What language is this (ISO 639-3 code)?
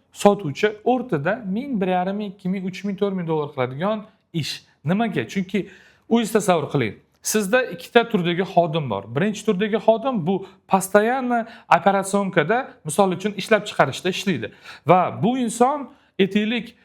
uzb